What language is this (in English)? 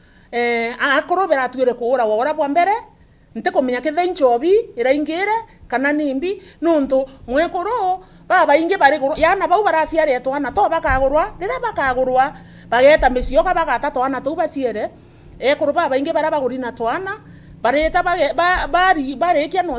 Meru